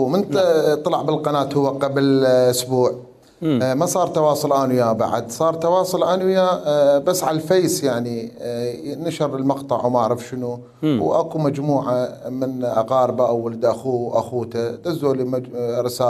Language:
Mesopotamian Arabic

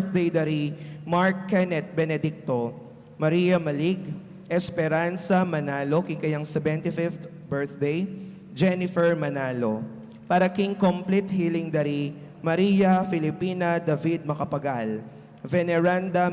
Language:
Pampanga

